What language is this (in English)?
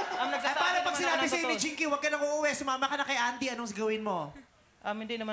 Filipino